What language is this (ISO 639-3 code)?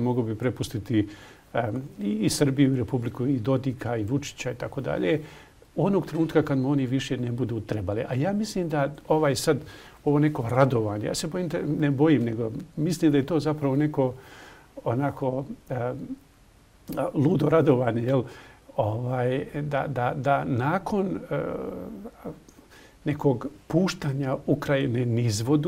bos